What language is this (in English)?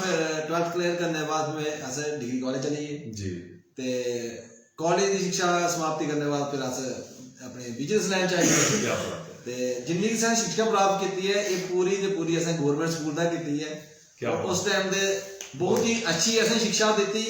Dogri